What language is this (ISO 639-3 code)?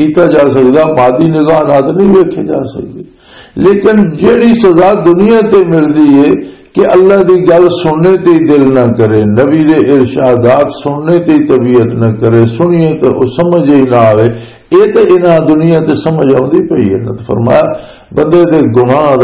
lah